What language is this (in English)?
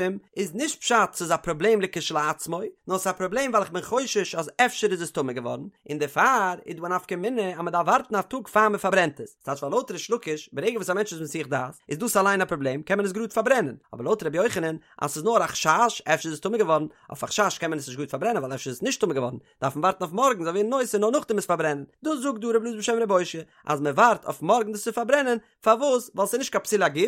Yiddish